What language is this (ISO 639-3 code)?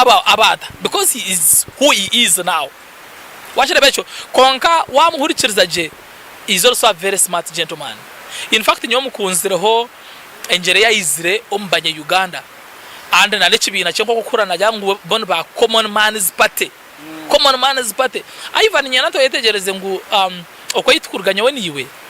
nyn